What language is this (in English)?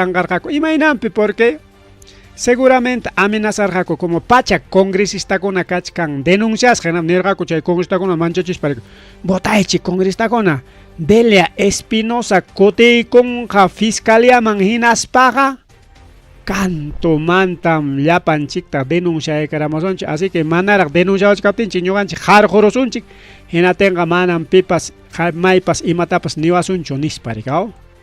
Ayacucho Quechua